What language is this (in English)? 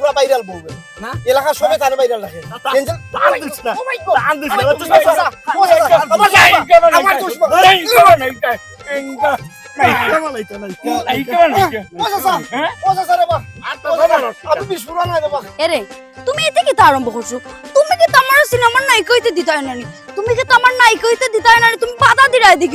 Sylheti